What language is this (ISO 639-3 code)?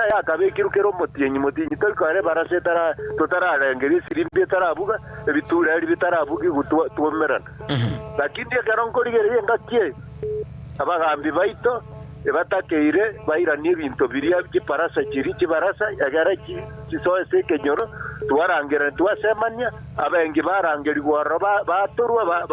guz